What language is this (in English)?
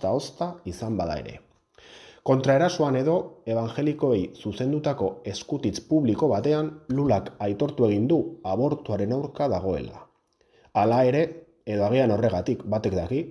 Basque